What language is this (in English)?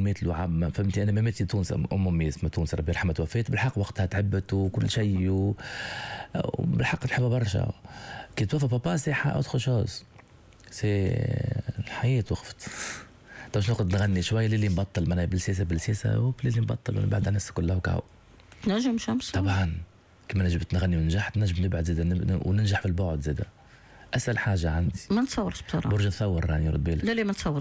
Tunisian Arabic